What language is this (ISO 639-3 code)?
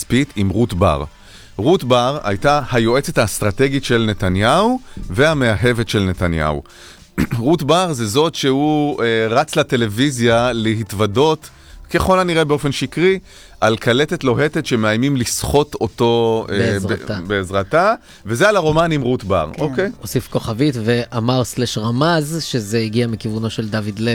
heb